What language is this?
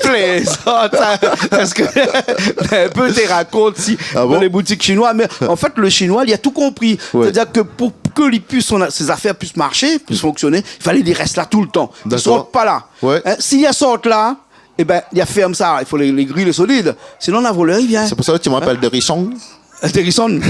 Réunion Creole French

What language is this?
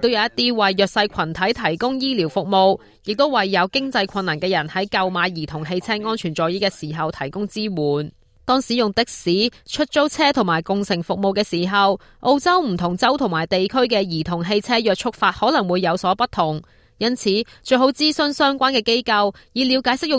Cantonese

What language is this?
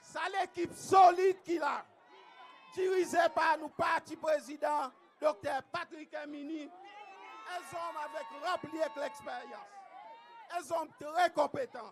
Seselwa Creole French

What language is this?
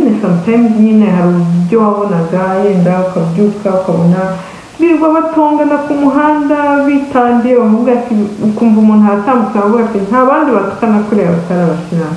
Kinyarwanda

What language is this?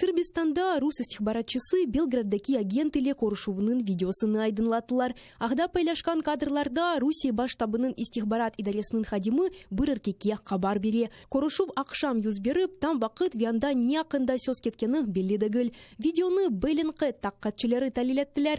Crimean Tatar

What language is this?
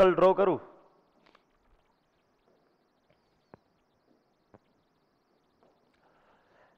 Gujarati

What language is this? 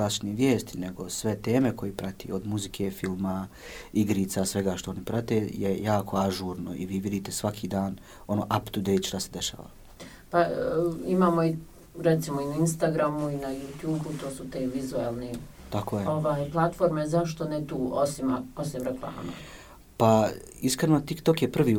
Bosnian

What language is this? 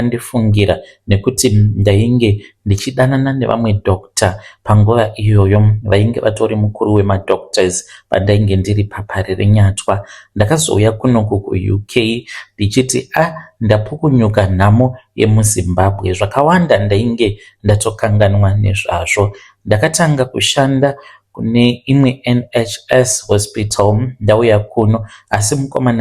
Shona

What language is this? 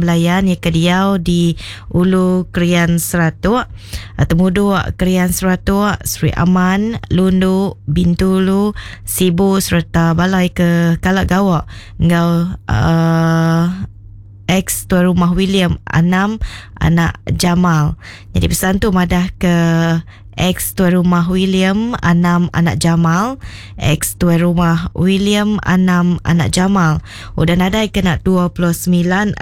Iban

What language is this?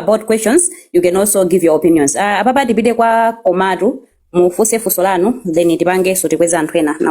Nyanja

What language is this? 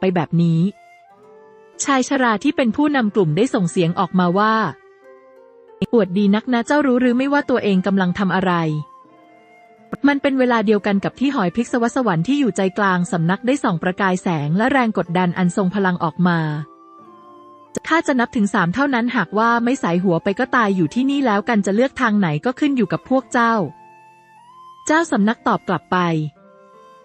Thai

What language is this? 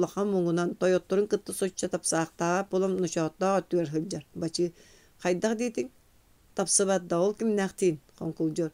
Yakut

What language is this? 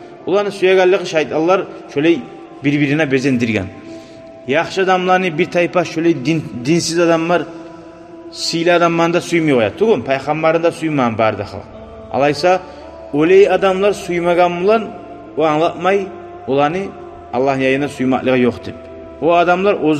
Kumyk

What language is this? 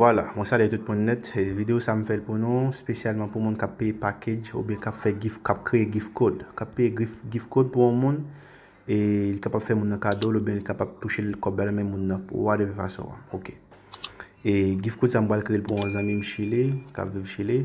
Haitian Creole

